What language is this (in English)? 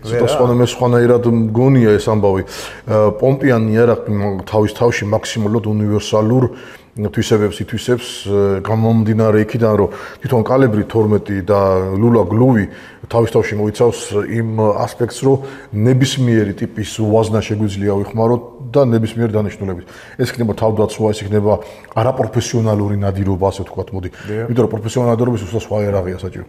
Georgian